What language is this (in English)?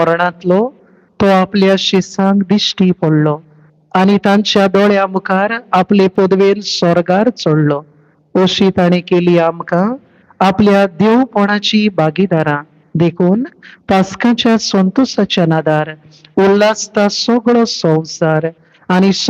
Konkani